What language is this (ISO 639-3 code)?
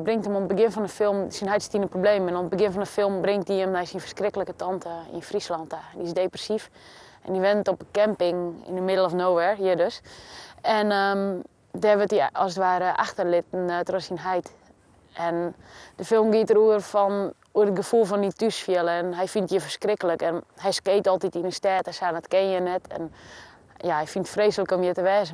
fry